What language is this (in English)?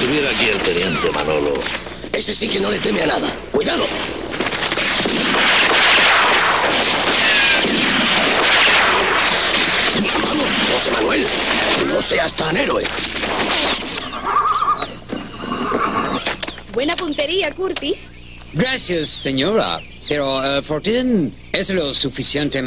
Spanish